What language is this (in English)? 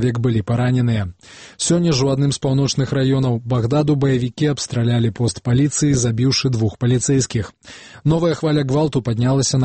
Belarusian